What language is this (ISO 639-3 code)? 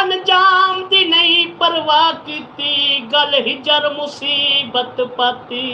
skr